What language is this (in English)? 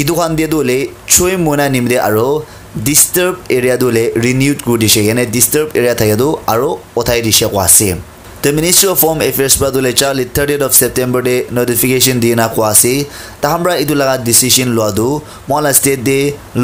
Naga Pidgin